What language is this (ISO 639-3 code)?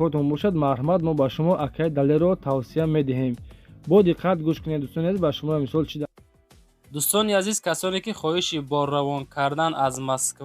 tgk